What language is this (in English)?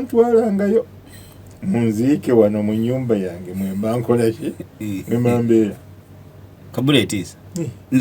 Ganda